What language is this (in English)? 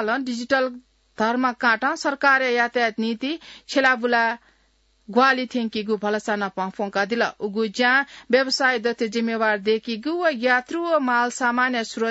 Newari